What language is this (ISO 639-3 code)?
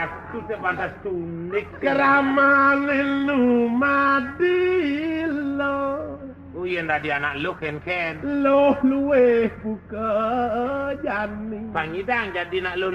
ban